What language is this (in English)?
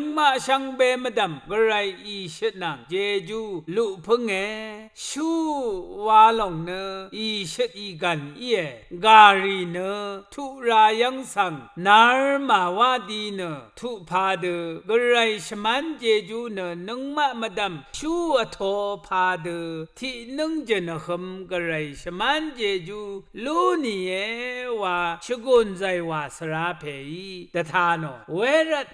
Rawang